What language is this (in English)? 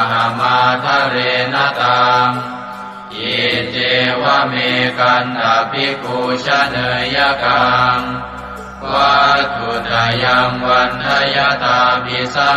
Pali